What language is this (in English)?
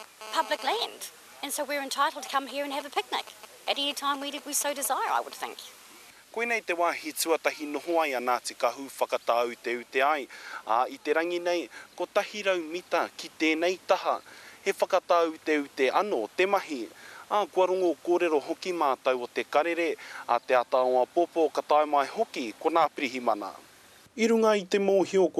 Māori